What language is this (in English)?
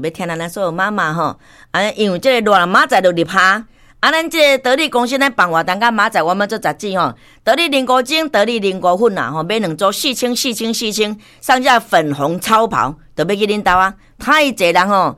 Min Nan Chinese